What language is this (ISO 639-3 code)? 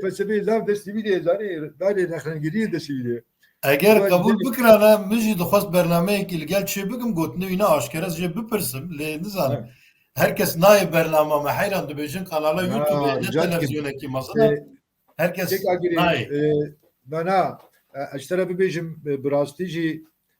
kur